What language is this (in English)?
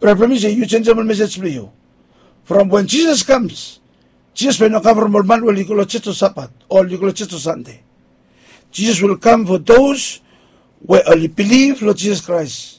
Bislama